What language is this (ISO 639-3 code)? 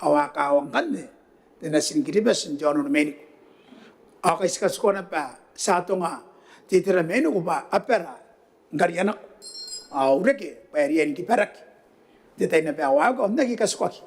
gil